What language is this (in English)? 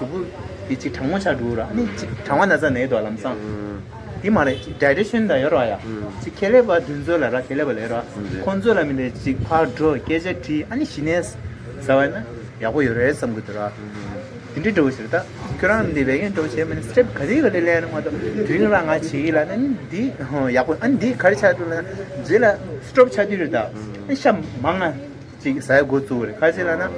Tibetan